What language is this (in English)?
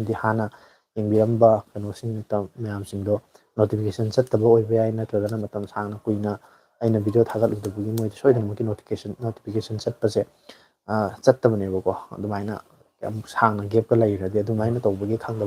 Manipuri